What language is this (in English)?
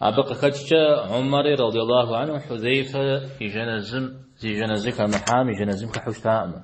Kabardian